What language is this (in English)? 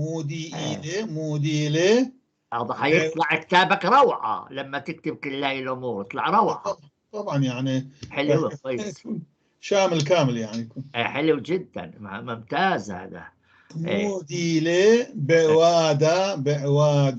North Levantine Arabic